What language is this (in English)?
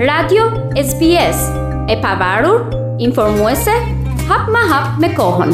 Albanian